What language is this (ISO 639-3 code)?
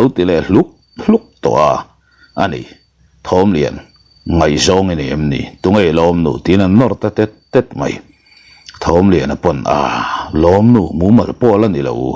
lus